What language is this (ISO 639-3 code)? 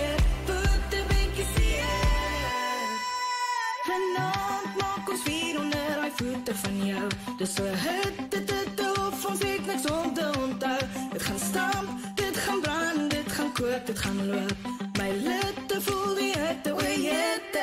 afr